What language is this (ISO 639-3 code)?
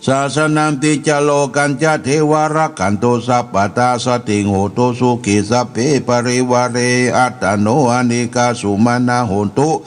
pli